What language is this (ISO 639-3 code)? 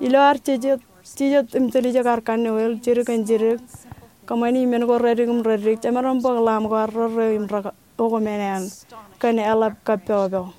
mah